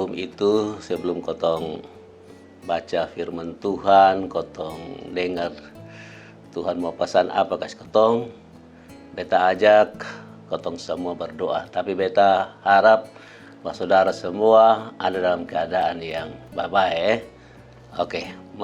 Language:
Kupang Malay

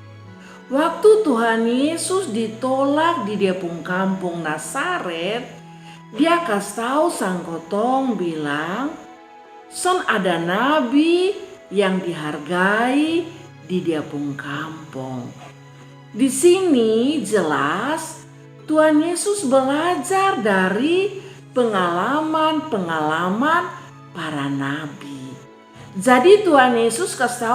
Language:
Kupang Malay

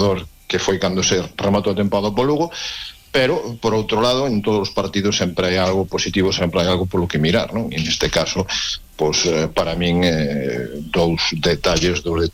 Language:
Galician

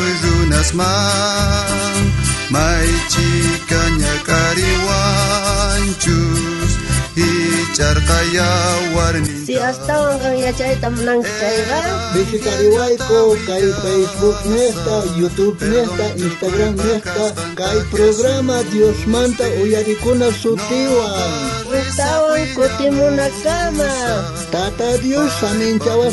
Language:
South Bolivian Quechua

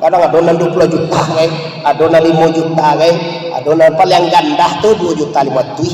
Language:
Minangkabau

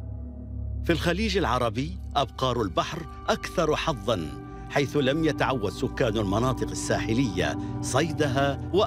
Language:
Arabic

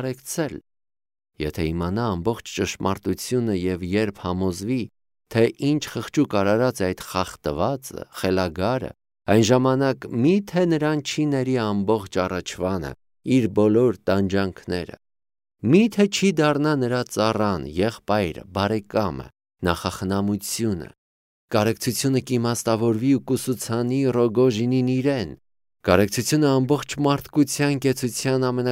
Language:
Armenian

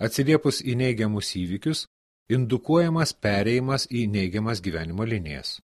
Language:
Lithuanian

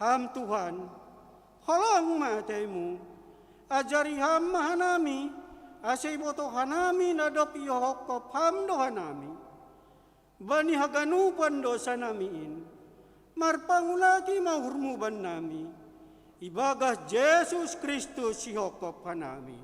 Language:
Batak Simalungun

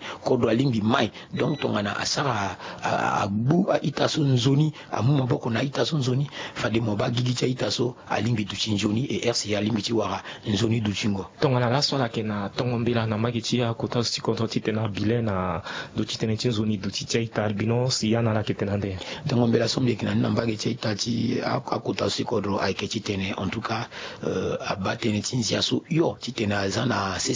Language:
Sango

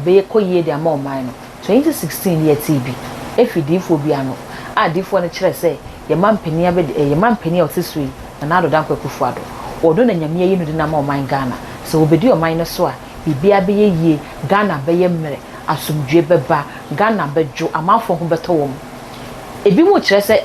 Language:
Akan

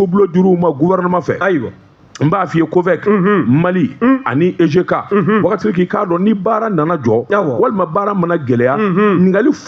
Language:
Bambara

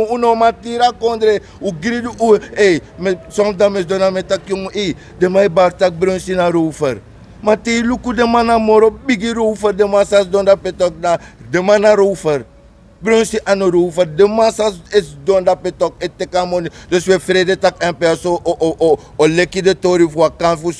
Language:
Sranan Tongo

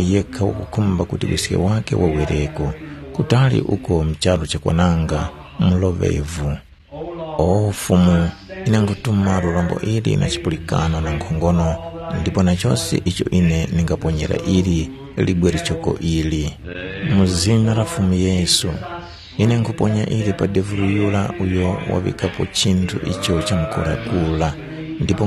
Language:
Tumbuka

